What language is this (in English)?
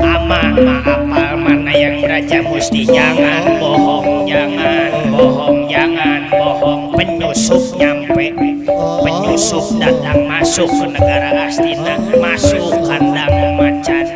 Betawi